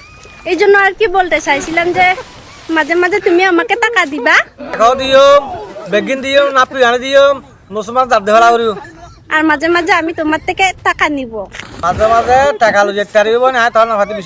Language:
Rohingya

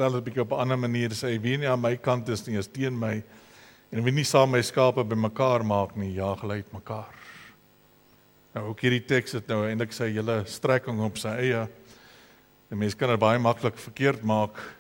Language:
Afrikaans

